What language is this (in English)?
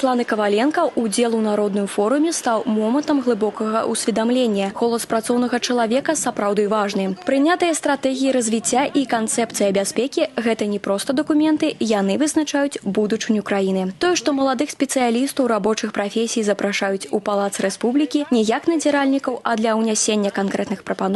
Belarusian